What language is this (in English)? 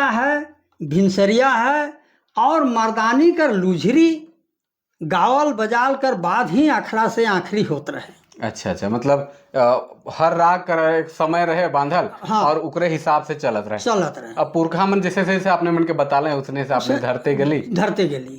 Sadri